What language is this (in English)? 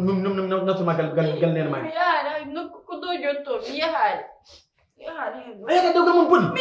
Fula